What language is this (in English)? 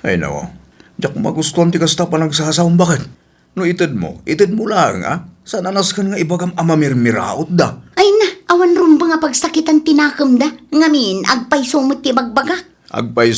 Iloko